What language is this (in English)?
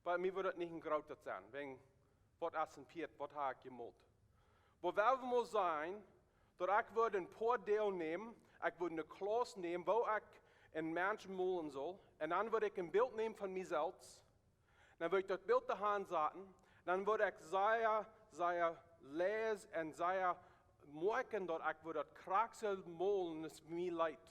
Plautdietsch